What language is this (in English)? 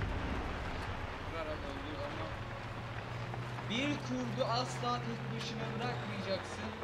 Turkish